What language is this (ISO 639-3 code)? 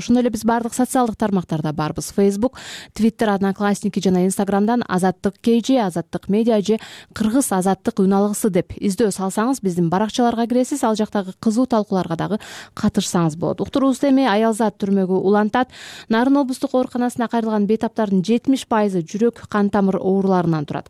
kir